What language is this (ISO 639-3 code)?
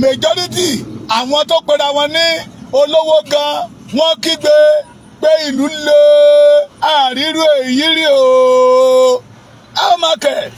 yor